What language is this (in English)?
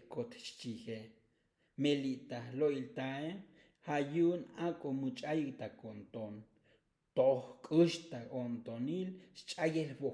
Tzotzil